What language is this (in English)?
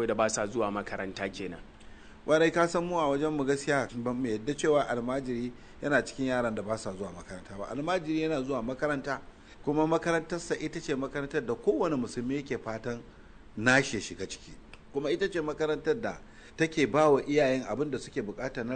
Hausa